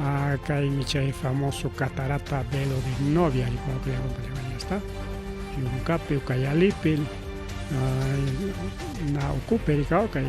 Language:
Ayacucho Quechua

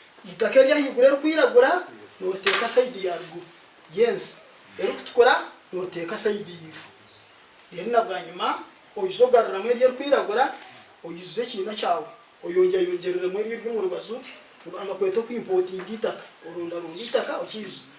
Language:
Nyankole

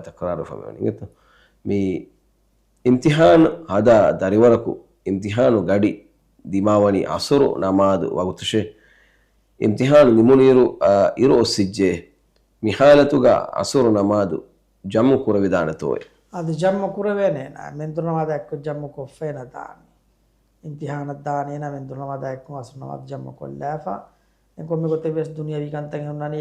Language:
Divehi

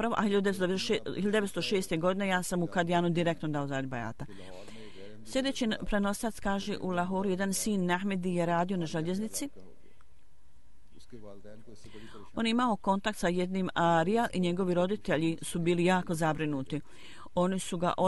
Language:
Bosnian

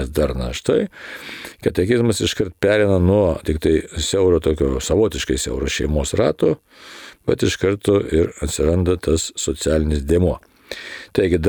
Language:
Lithuanian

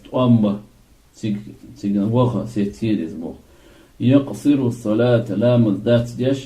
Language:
Chechen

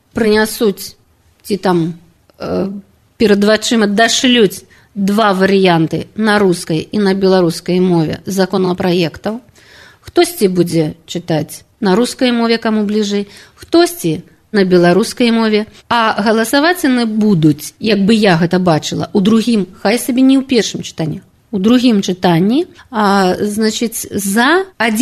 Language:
Belarusian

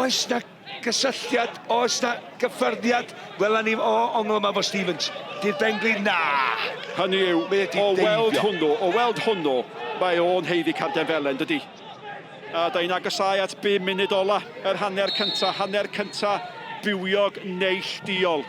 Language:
Welsh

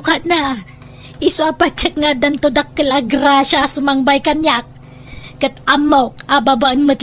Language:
Iloko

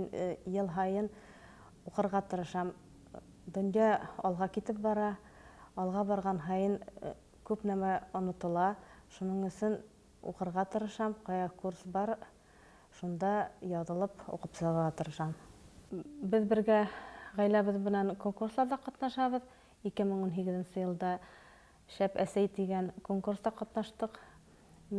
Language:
Bashkir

